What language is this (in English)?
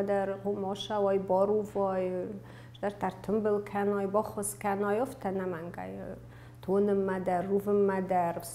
Ossetic